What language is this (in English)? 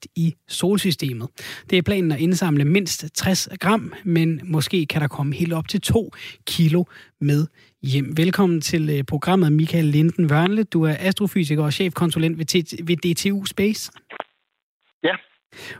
Danish